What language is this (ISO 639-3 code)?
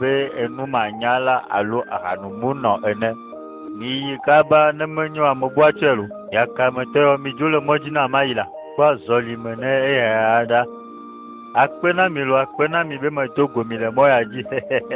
ewe